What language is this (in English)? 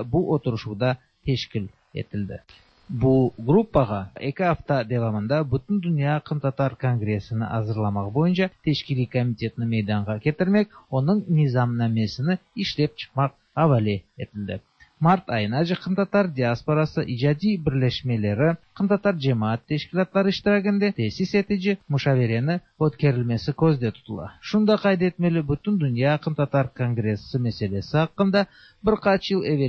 Tatar